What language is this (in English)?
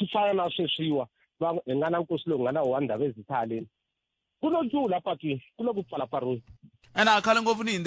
Tsonga